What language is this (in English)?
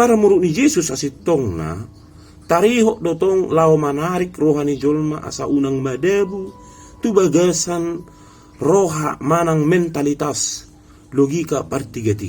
Batak Toba